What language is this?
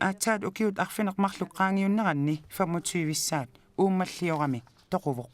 Kalaallisut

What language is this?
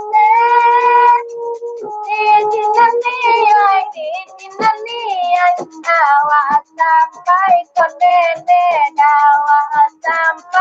Minangkabau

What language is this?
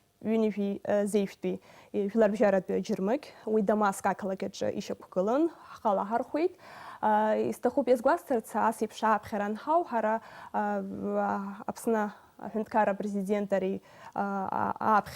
Abkhazian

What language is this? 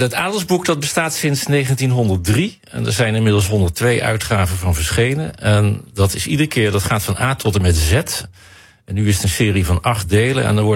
Dutch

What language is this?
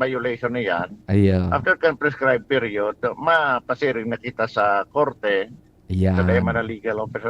Bikol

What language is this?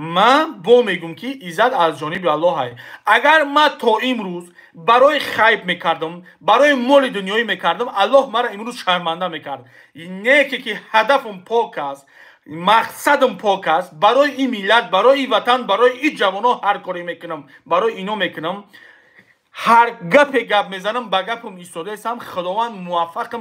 Tajik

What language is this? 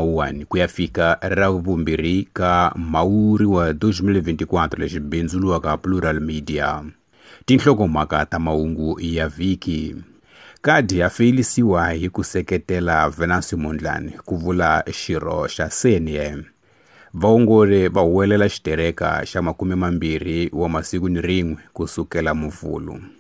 Tsonga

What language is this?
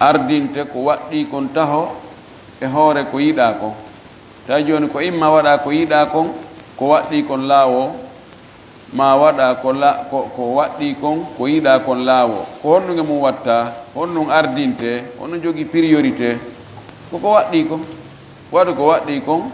Fula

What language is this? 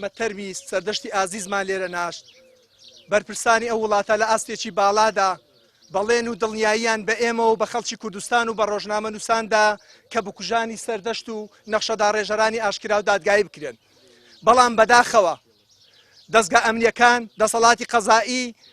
Central Kurdish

